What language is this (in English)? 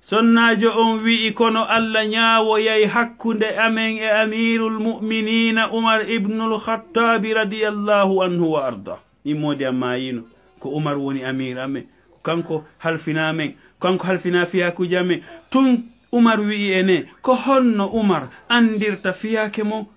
Fula